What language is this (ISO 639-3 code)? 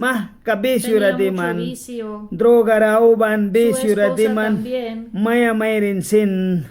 miq